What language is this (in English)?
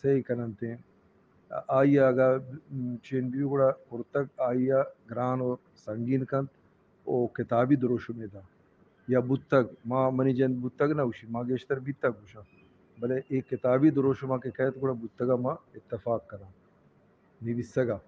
Eastern Balochi